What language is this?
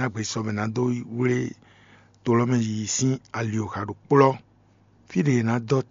Fon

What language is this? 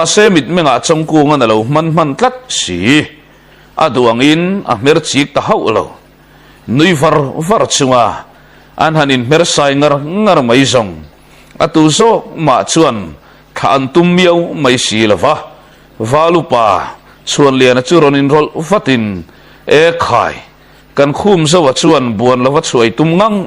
Mizo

